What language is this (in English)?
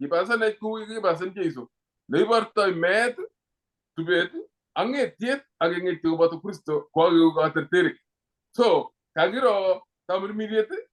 Kalenjin